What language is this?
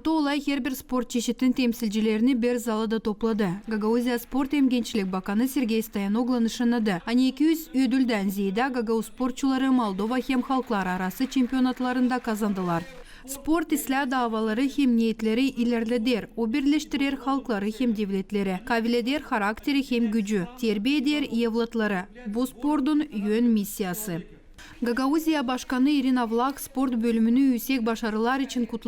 Gagauz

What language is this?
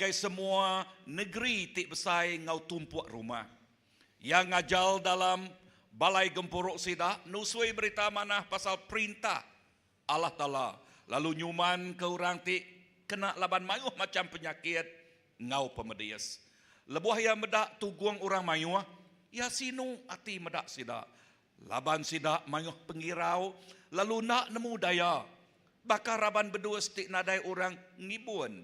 Iban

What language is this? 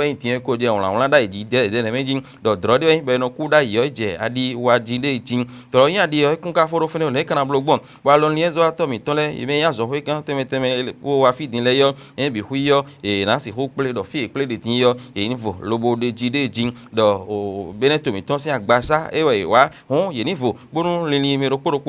Fon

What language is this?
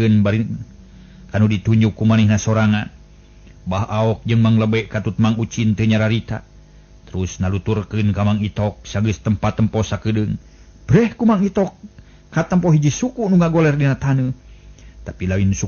Sundanese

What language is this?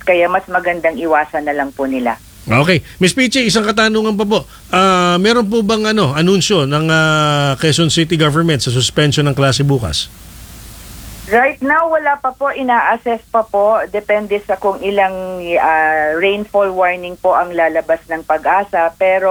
Filipino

